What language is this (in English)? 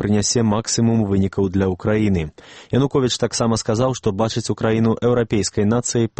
Belarusian